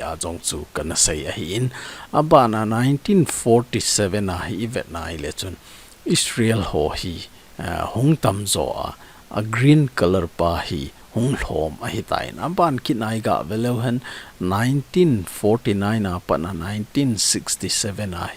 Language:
Thado Chin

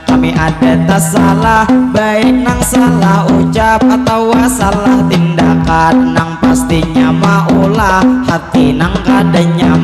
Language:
Banjar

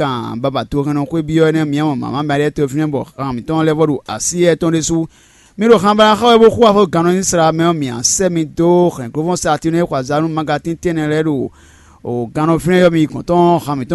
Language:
Fon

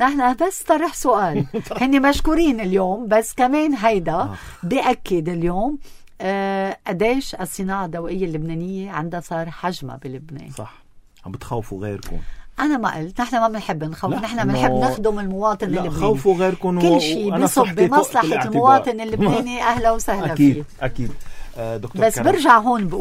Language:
North Levantine Arabic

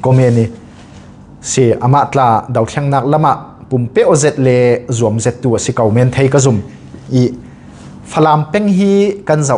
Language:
Falam Chin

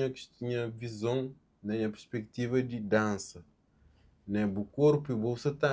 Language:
Kabuverdianu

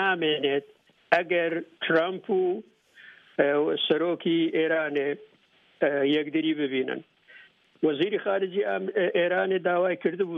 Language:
Central Kurdish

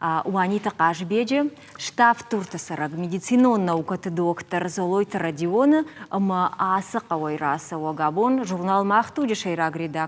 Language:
Ossetic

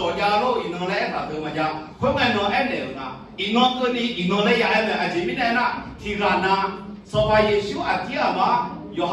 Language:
Akha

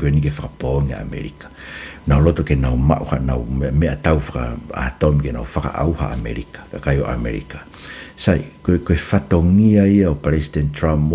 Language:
Tongan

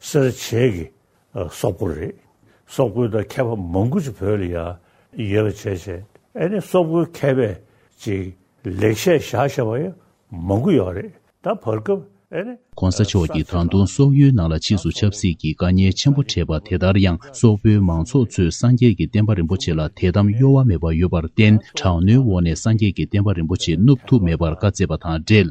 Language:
Tibetan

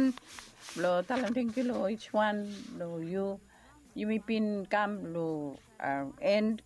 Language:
Bislama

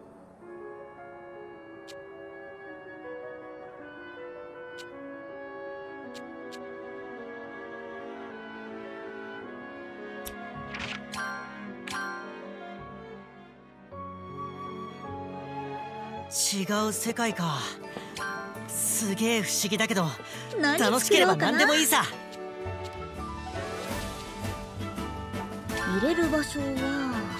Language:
Japanese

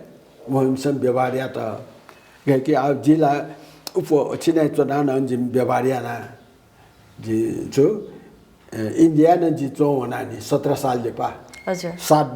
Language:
Newari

